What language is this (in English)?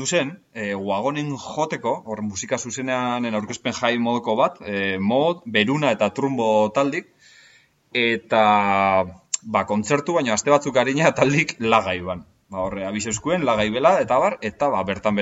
Basque